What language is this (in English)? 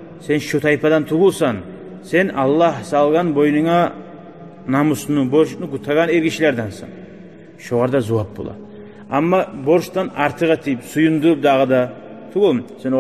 Kumyk